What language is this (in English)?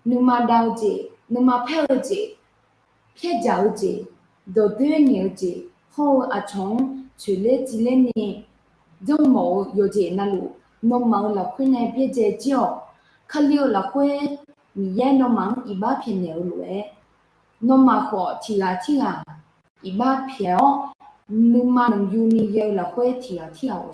Akha